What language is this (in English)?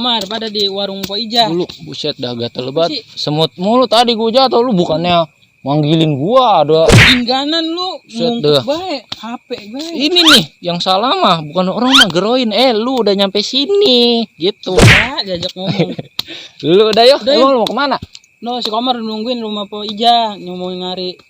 Betawi